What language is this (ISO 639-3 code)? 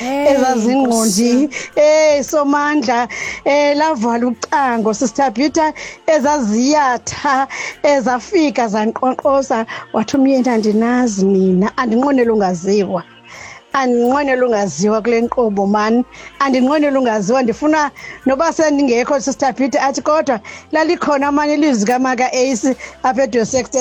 xho